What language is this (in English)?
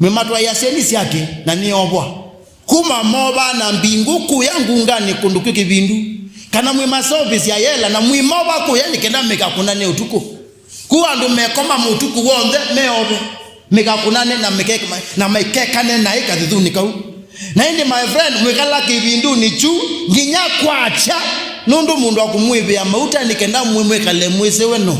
Kamba